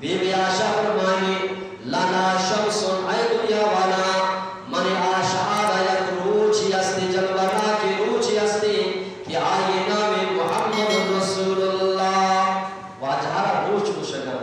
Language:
Eastern Balochi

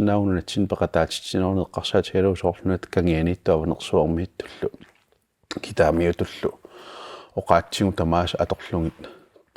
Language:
Kalaallisut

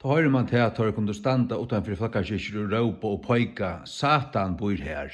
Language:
Faroese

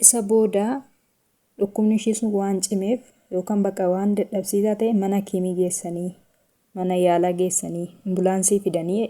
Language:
Oromo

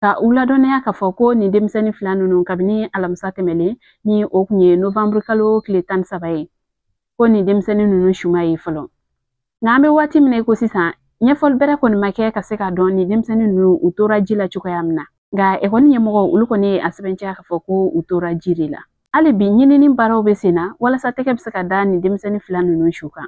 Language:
Bambara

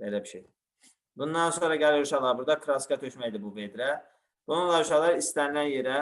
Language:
Azerbaijani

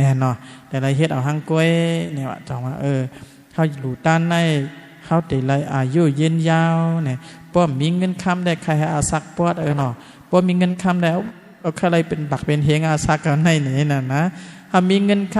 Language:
Shan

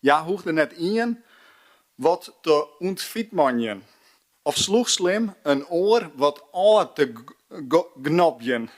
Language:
Western Frisian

